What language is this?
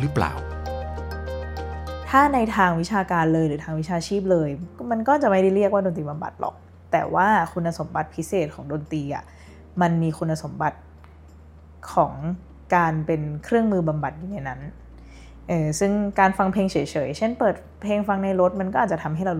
Thai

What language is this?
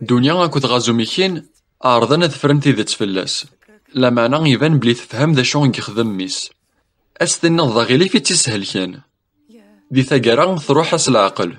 Kabyle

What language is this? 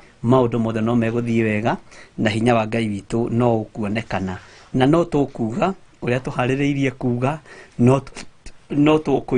Kikuyu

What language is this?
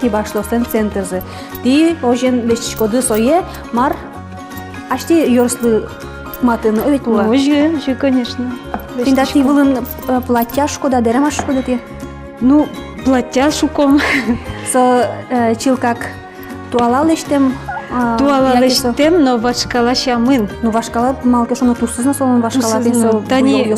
Udmurt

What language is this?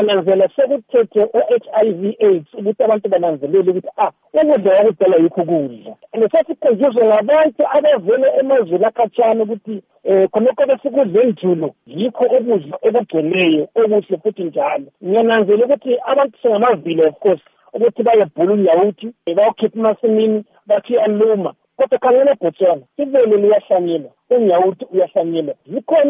North Ndebele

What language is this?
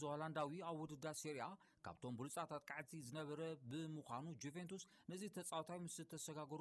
Tigrinya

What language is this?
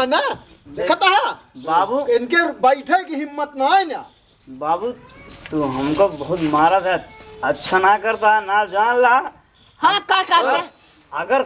Awadhi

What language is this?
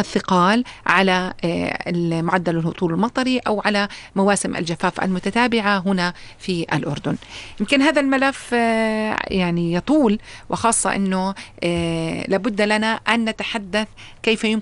North Levantine Arabic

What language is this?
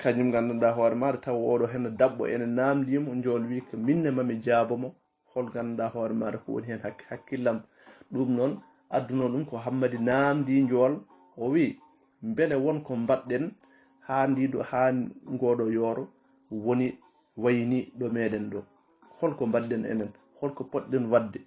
Fula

